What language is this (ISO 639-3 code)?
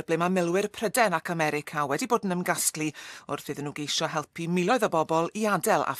cym